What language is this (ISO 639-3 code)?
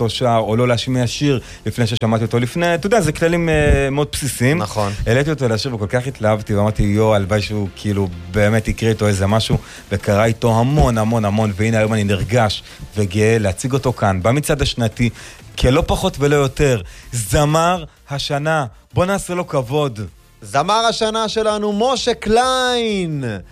heb